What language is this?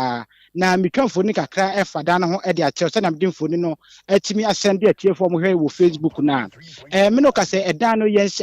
Akan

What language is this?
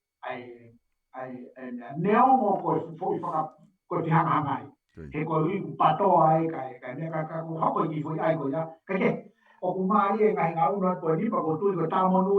Tongan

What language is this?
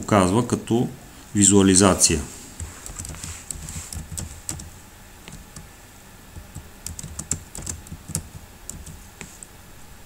Bulgarian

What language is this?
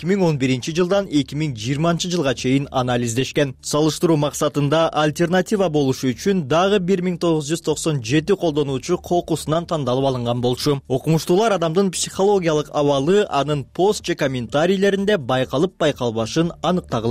Kyrgyz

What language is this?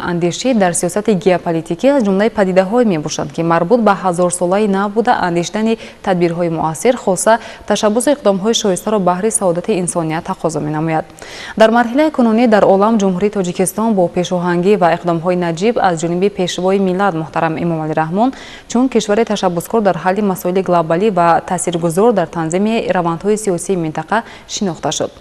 Tajik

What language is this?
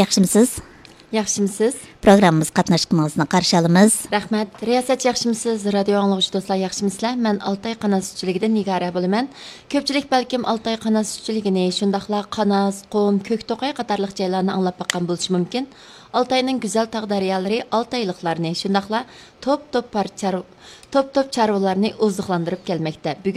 Uyghur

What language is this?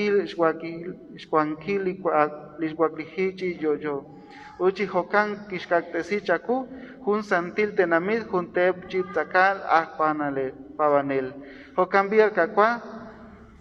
Kekchí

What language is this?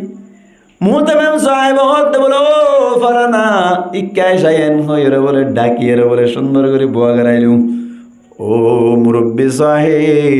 Rohingya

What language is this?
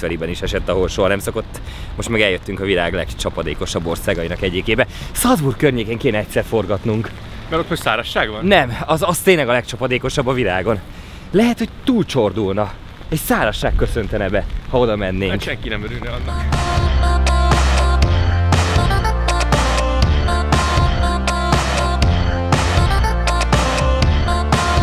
Hungarian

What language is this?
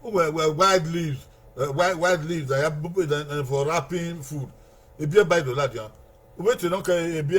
Bini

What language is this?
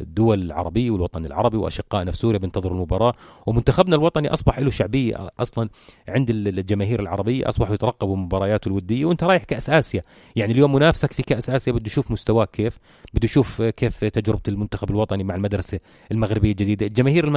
North Levantine Arabic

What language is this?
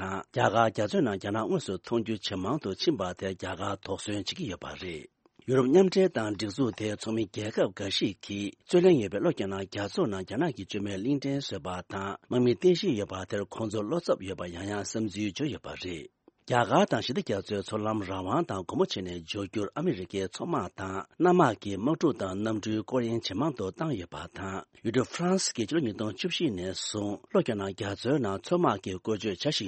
Tibetan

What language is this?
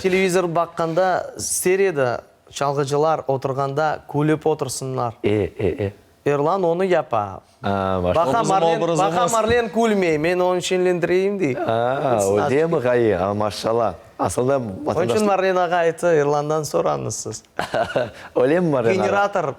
Crimean Tatar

